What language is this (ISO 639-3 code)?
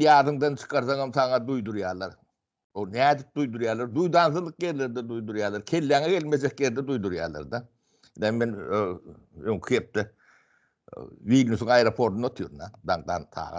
tuk